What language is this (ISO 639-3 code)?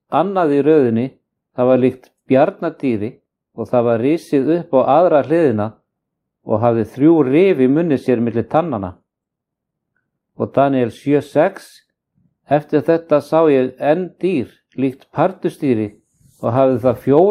isl